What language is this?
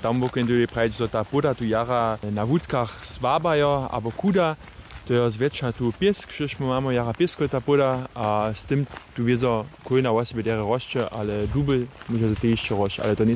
Upper Sorbian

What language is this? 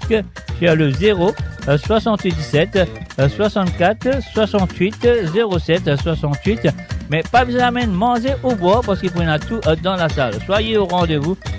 Morisyen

